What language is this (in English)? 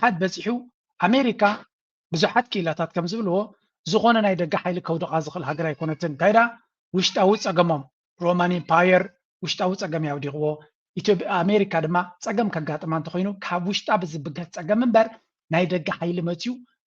Tigrinya